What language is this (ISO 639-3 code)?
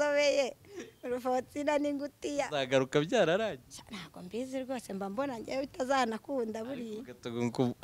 kin